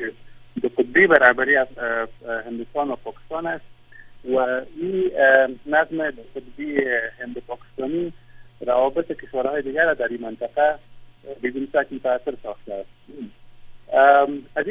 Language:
Persian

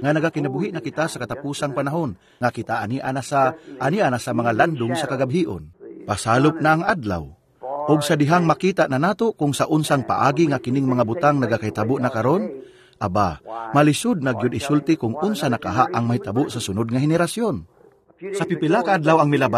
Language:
Cebuano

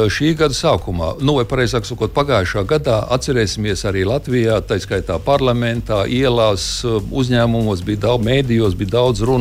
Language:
Latvian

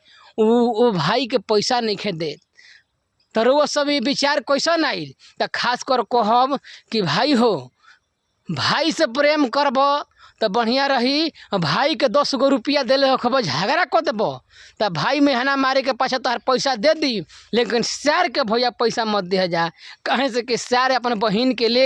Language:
Bhojpuri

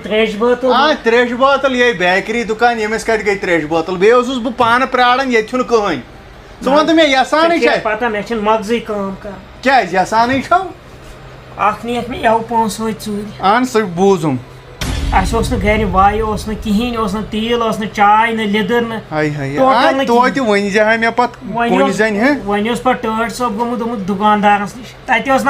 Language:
Kashmiri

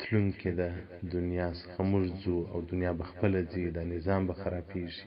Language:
Pashto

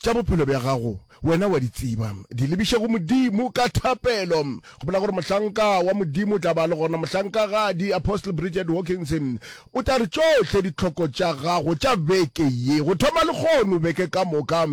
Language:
Northern Sotho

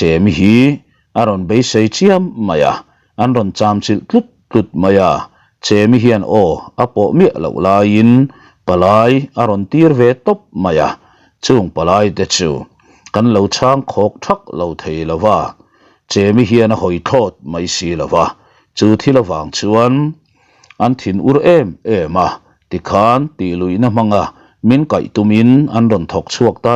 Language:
Mizo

